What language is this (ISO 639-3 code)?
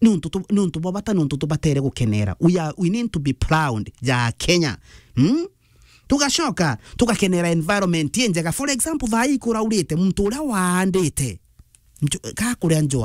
mer